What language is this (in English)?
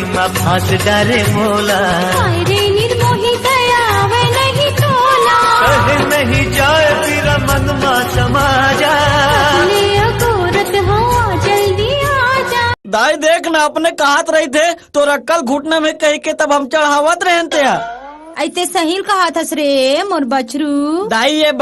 Chhattisgarhi